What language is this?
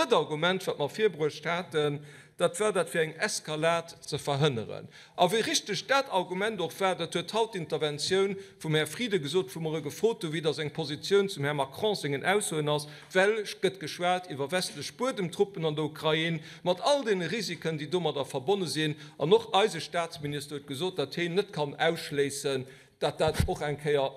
Luxembourgish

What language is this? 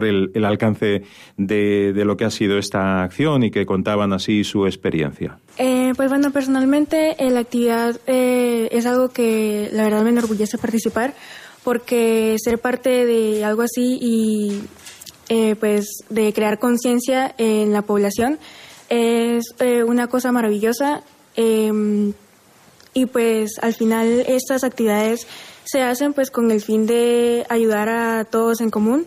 Spanish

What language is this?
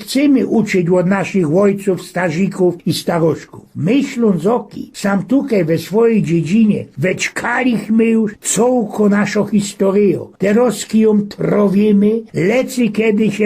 Silesian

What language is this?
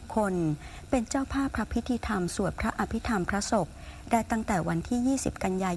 Thai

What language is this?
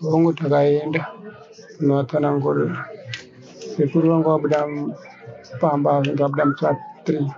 Shona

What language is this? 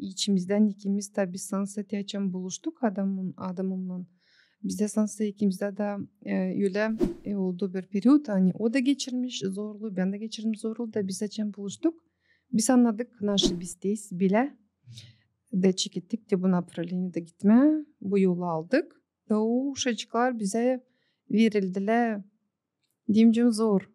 Gagauz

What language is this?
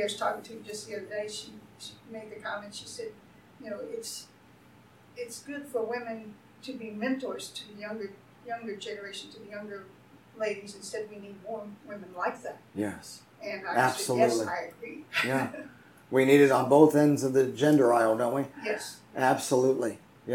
English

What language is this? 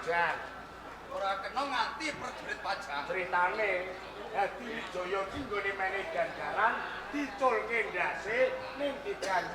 Javanese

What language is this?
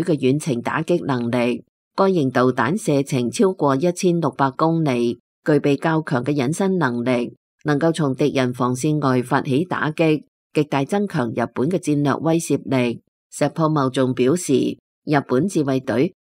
Cantonese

